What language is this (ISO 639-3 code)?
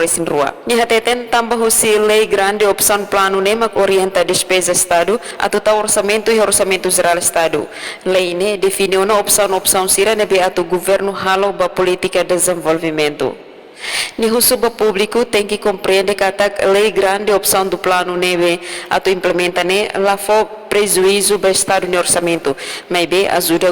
tet